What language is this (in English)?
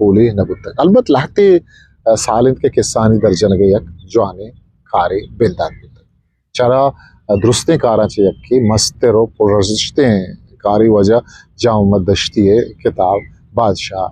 Eastern Balochi